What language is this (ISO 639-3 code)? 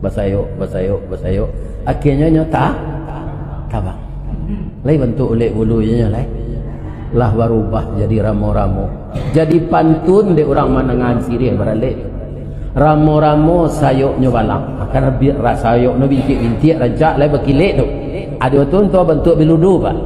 min